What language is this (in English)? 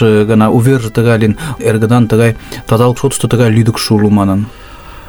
Mari